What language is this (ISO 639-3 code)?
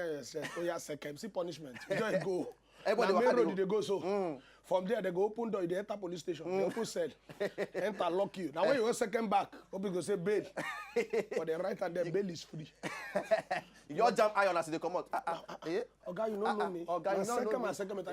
pcm